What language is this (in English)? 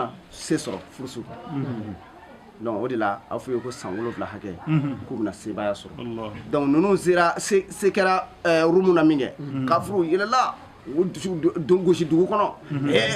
Bambara